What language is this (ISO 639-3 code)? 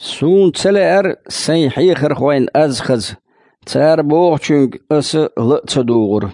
che